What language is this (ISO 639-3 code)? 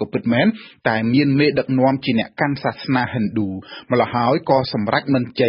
khm